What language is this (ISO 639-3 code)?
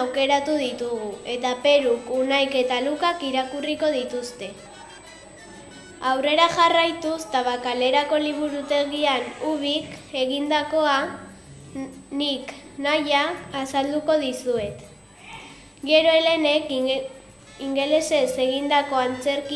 eus